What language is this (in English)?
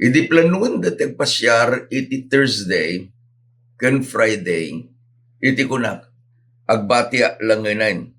Iloko